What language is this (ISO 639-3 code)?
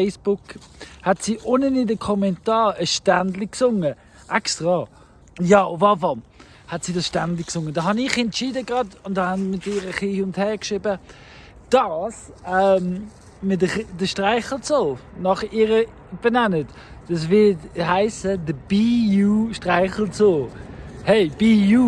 gsw